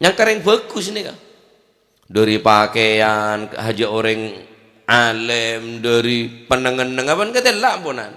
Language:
Madurese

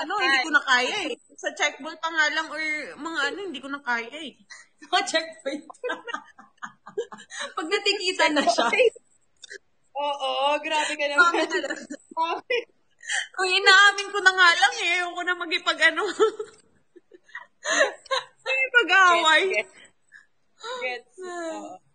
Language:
Filipino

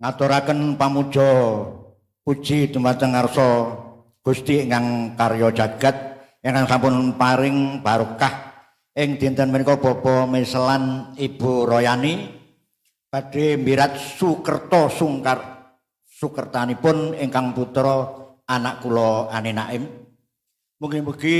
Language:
Javanese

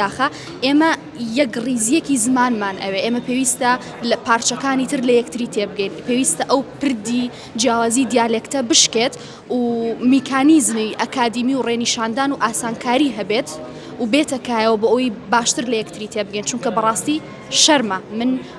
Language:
Central Kurdish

